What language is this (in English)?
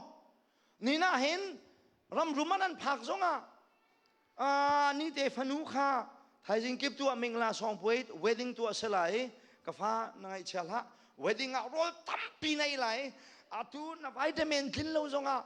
Hakha Chin